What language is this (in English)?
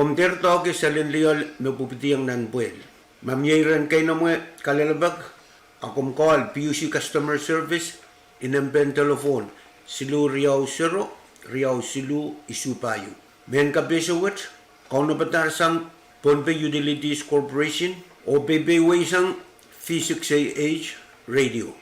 Pohnpeian